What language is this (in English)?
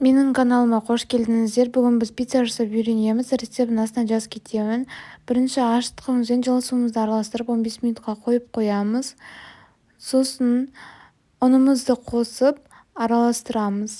Kazakh